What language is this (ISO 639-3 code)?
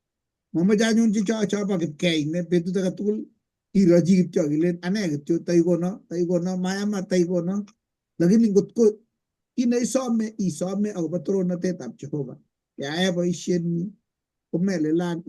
kln